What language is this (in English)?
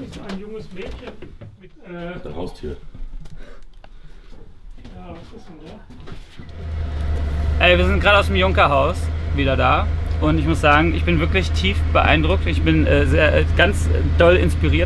German